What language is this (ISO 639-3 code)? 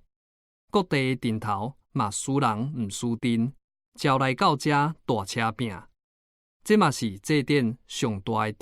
nan